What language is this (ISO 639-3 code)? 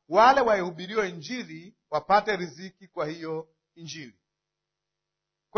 swa